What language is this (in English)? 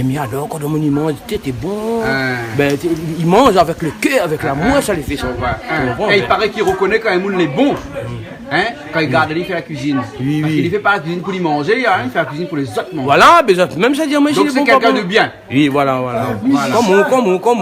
Réunion Creole French